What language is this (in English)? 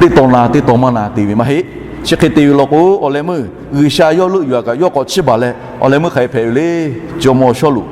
Lahu